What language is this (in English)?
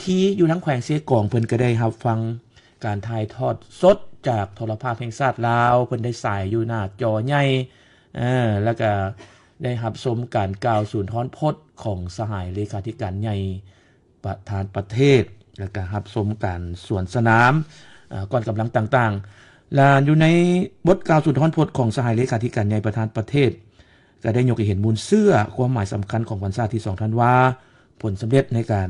Lao